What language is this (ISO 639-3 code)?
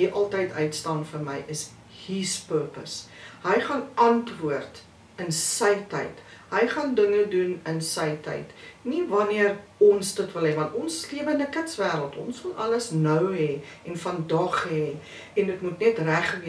afr